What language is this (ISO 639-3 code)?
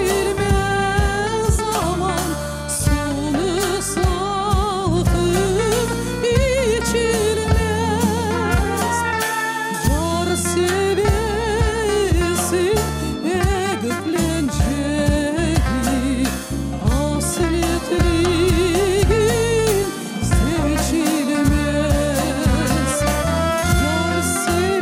crh